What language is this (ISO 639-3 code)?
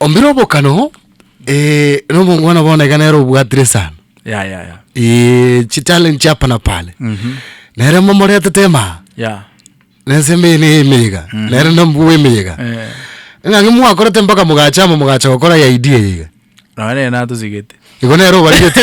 guz